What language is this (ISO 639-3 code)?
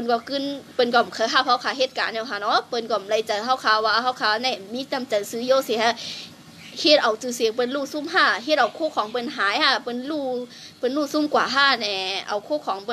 shn